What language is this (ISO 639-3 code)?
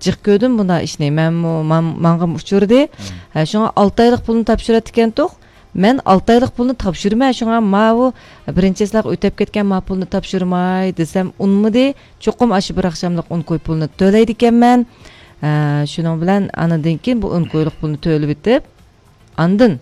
uig